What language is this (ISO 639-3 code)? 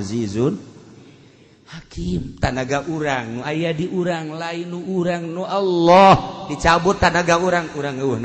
sun